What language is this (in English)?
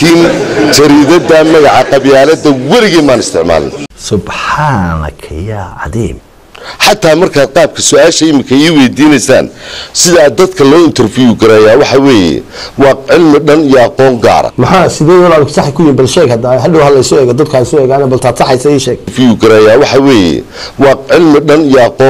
Somali